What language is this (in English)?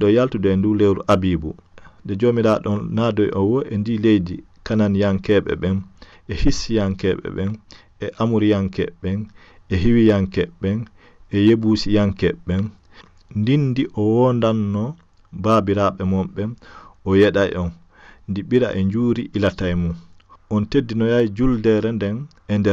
Fula